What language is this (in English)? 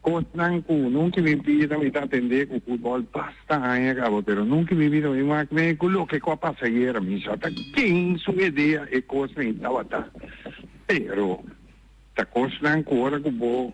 Papiamento